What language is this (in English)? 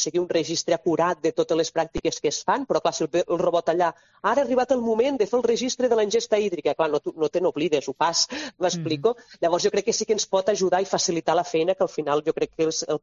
Catalan